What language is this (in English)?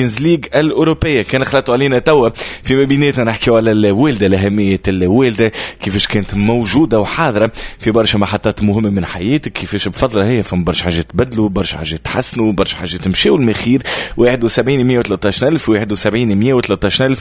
Tunisian Arabic